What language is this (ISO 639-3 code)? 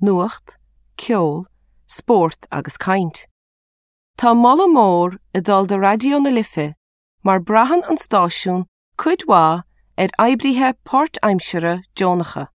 gle